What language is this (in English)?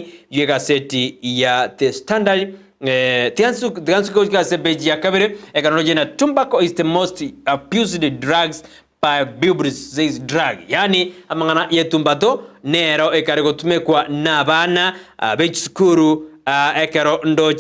Gusii